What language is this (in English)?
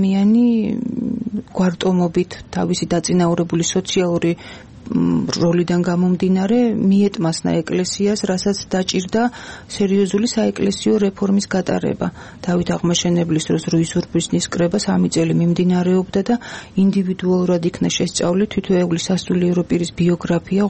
Georgian